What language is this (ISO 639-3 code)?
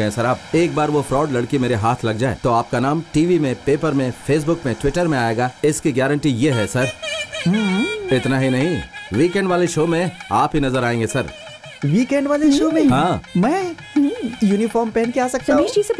hin